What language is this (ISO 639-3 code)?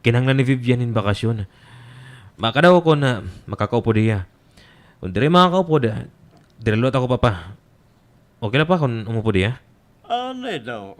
war